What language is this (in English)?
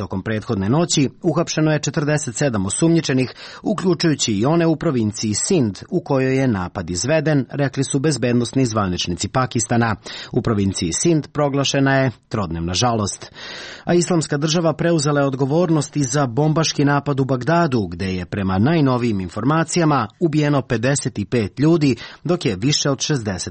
Serbian